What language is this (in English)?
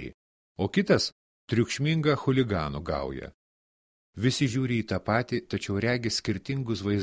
Lithuanian